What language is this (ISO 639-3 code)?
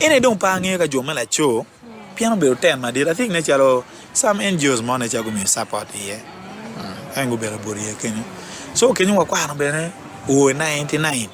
ach